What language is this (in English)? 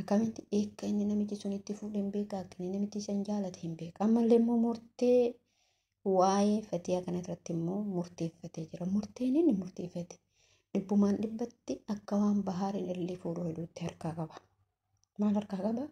Oromo